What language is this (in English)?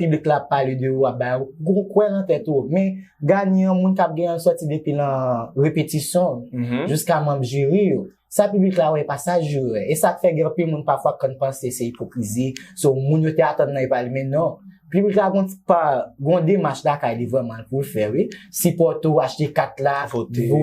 Haitian Creole